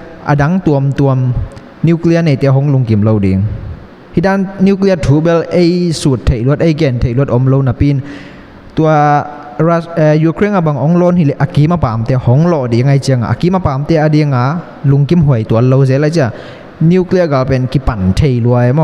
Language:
Tedim Chin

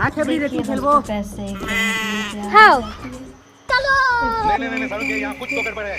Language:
Chhattisgarhi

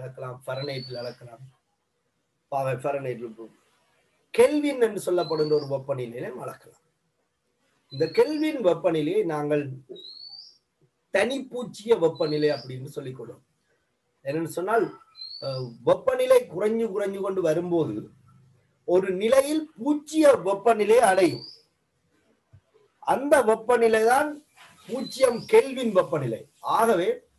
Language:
Tamil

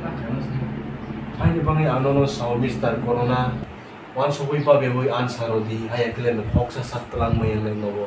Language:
Kok Borok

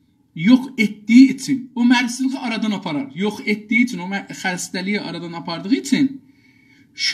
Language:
South Azerbaijani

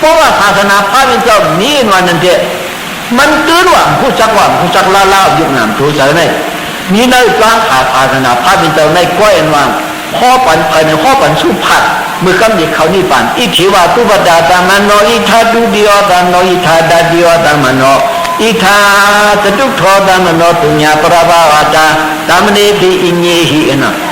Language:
Shan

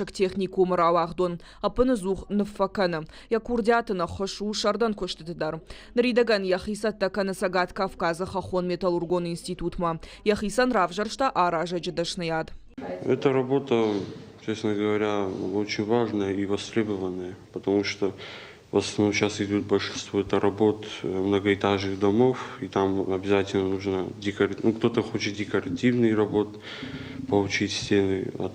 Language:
Ossetic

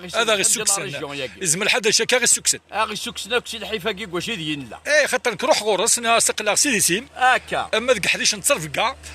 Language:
Kabyle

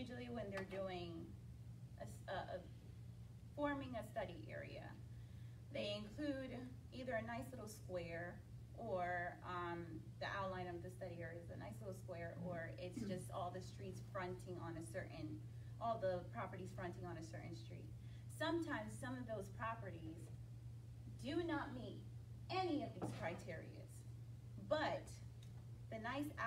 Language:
English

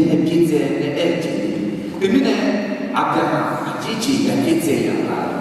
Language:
Akha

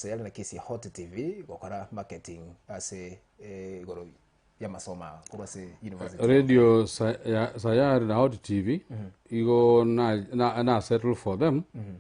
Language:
Gusii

